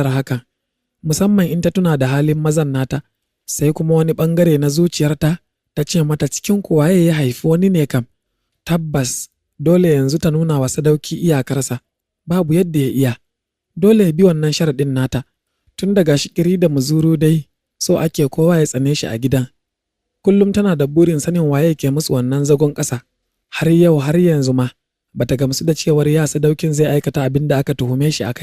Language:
Hausa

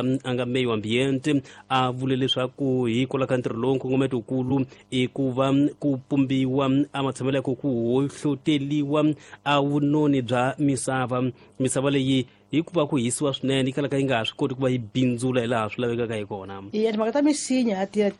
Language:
Tsonga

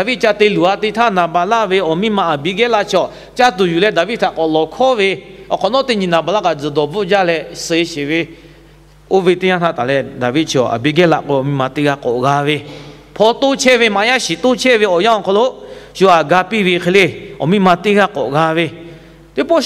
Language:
Lahu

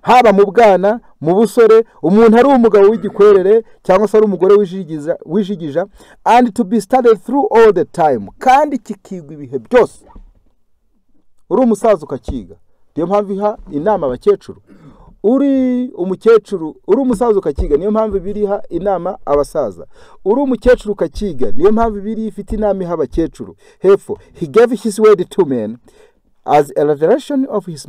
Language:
Kinyarwanda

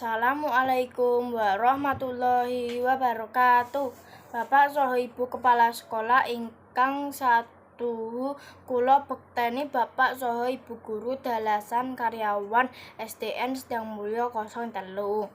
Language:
Javanese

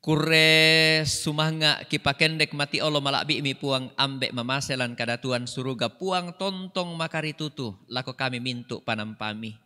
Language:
Toraja-Sa'dan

